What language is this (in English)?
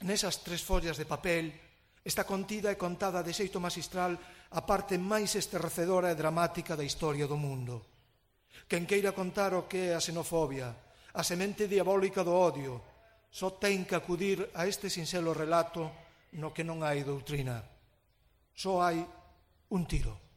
Galician